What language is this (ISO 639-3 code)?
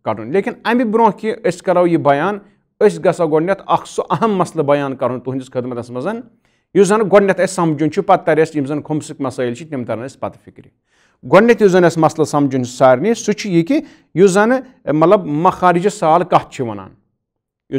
kas